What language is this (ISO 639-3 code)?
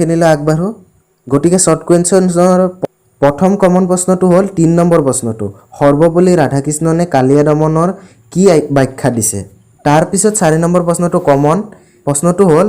asm